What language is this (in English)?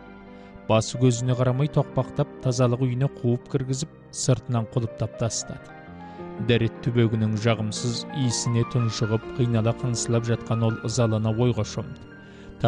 Kazakh